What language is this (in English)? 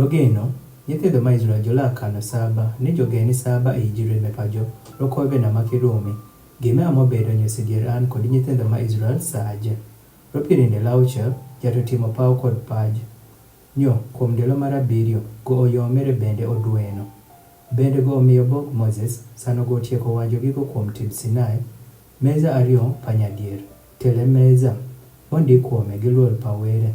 Adhola